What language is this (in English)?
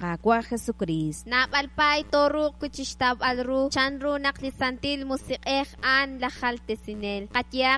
Kekchí